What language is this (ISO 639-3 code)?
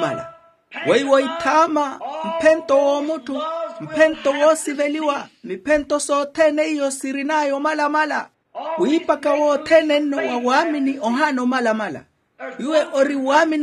vmw